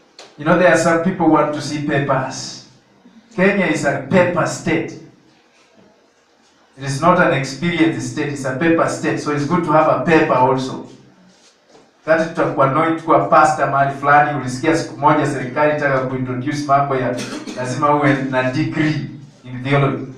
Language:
Swahili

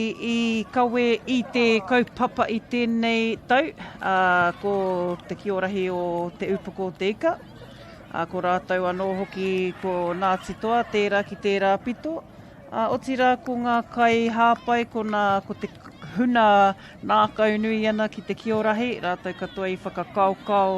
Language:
Māori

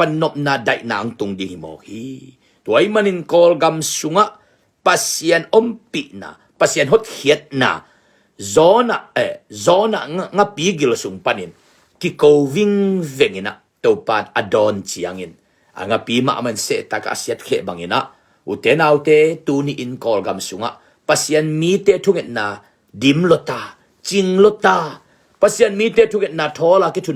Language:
Tedim Chin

